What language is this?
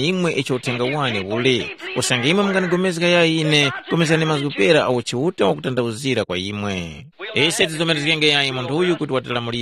Tumbuka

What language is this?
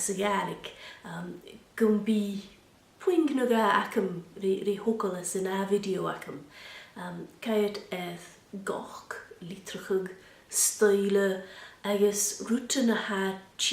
Scottish Gaelic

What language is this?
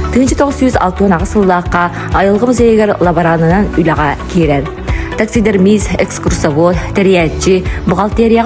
Yakut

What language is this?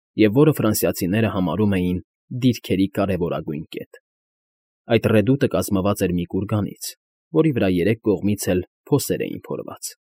Armenian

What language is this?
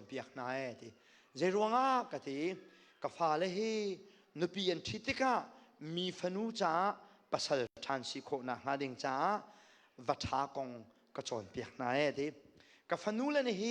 Hakha Chin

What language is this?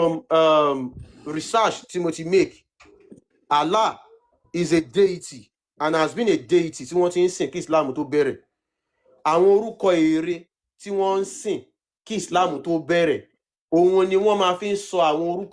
Yoruba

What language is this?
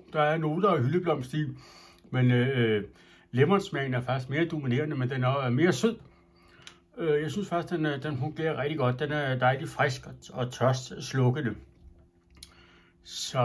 Danish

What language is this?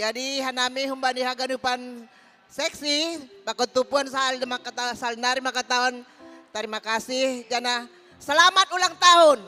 Batak Simalungun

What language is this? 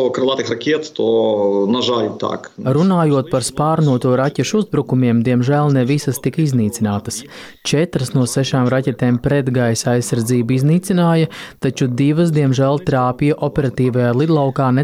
Latvian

